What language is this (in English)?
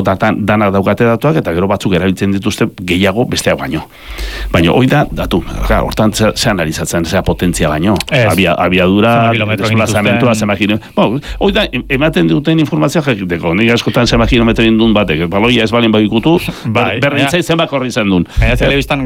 Basque